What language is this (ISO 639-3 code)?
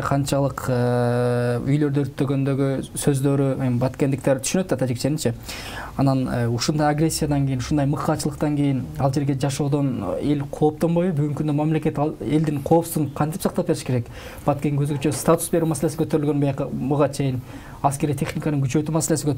kir